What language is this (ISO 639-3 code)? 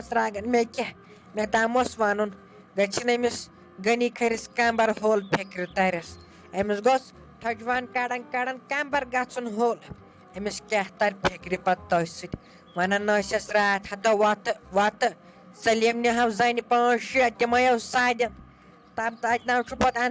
kas